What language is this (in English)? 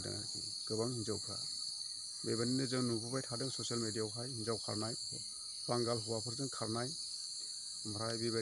Bodo